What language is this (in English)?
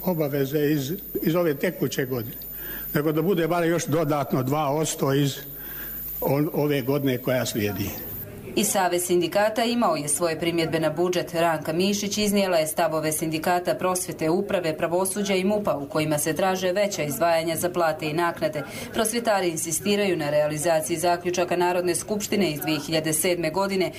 Croatian